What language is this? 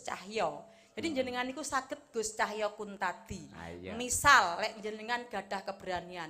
Javanese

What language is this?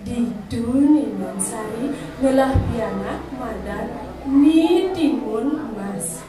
Balinese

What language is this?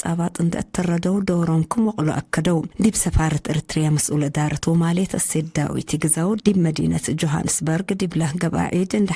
Tigre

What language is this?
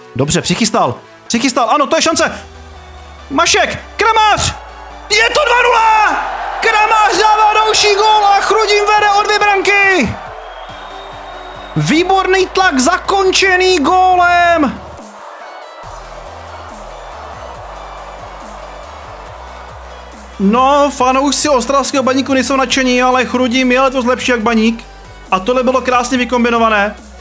Czech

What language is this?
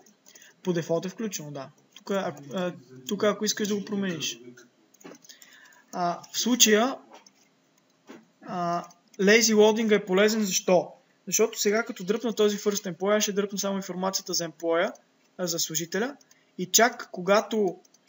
Bulgarian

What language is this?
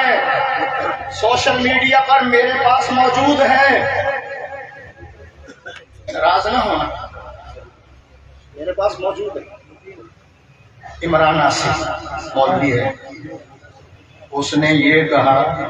Urdu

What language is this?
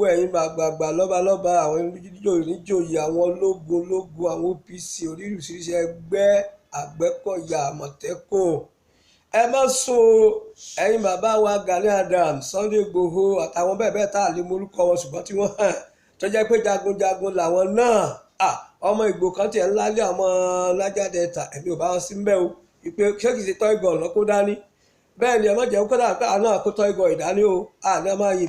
Yoruba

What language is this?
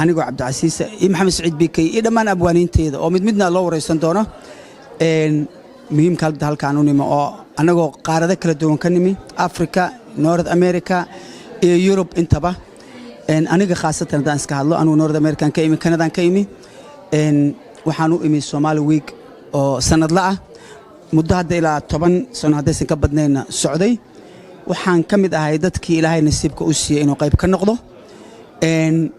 Somali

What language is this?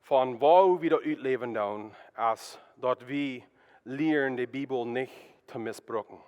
Plautdietsch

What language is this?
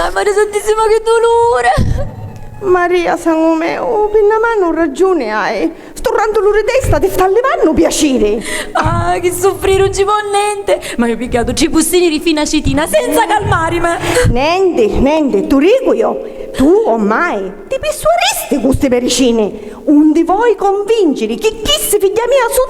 Sicilian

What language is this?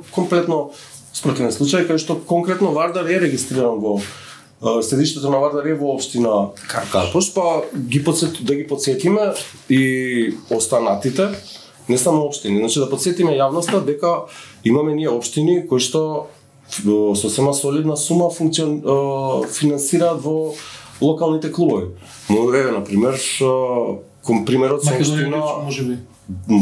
Macedonian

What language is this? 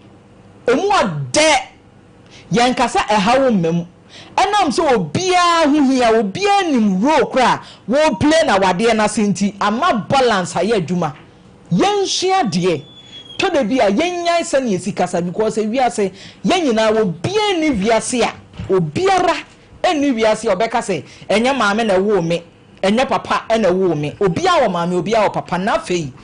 Akan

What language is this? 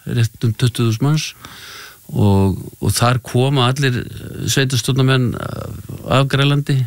Icelandic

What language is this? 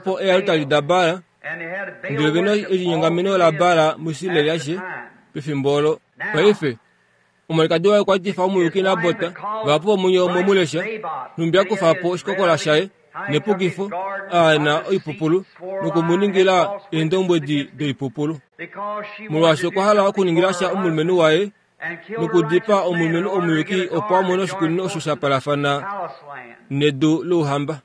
Kuanyama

